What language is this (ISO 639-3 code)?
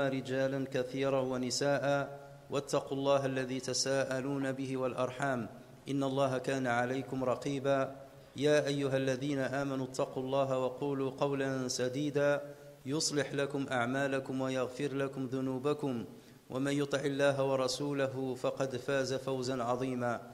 ara